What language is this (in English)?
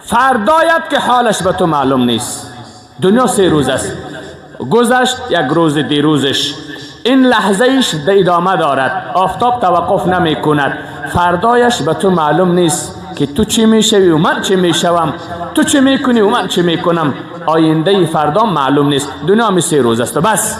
Persian